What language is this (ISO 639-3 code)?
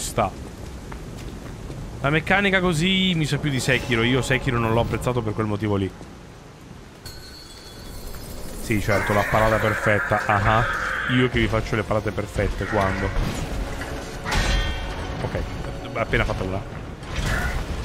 ita